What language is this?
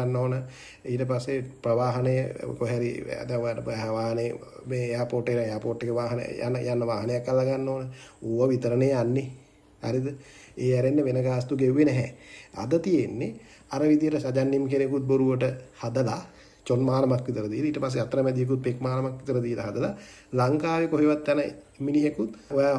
Sinhala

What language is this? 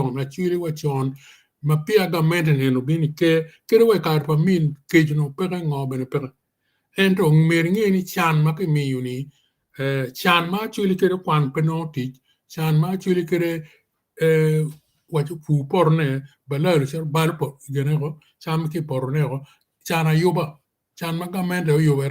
Acoli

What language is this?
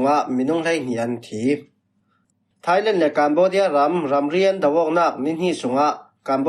Falam Chin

